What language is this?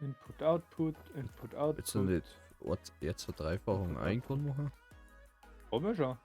Bavarian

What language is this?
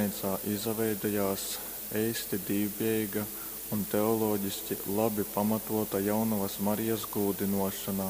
Latgalian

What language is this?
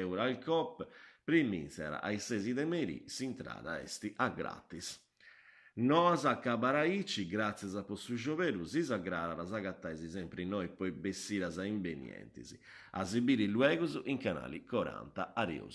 Sardinian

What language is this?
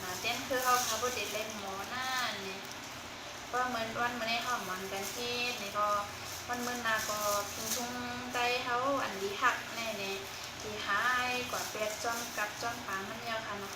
Shan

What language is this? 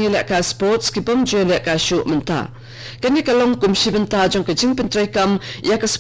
Khasi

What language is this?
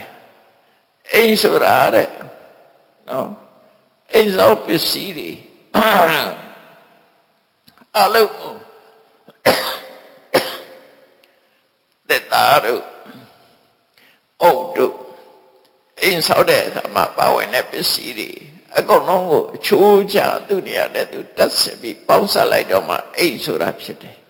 Burmese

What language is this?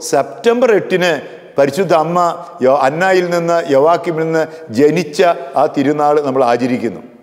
Malayalam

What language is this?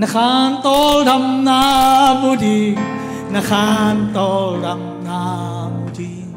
Tedim Chin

